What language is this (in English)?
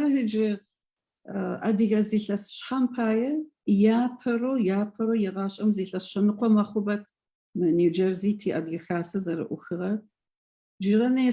Adyghe